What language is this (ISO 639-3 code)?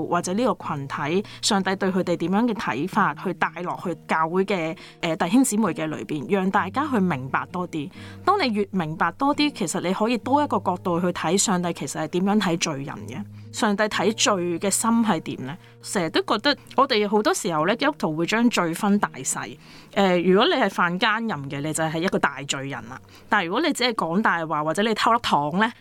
yue